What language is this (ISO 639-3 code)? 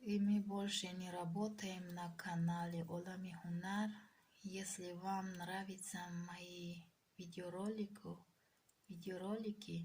tgk